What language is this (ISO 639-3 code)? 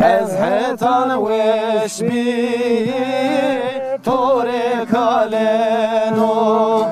zza